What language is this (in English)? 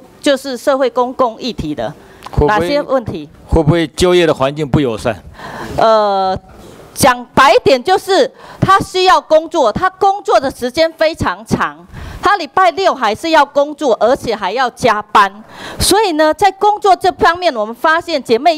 Chinese